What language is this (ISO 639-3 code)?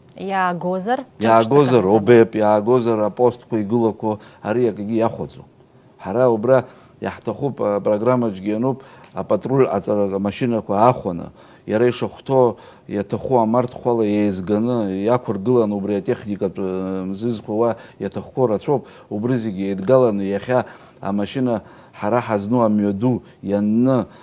abk